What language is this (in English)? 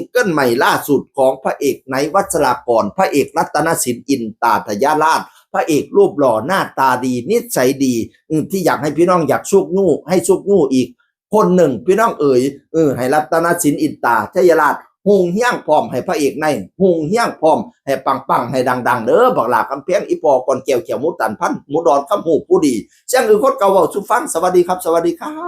Northeastern Thai